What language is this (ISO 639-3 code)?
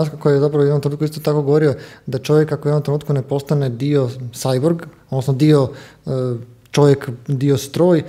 hrv